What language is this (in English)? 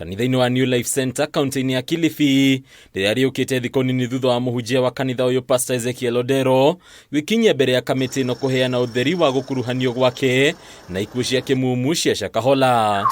Kikuyu